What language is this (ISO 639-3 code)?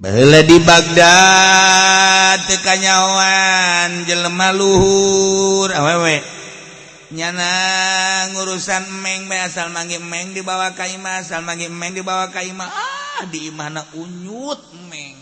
sun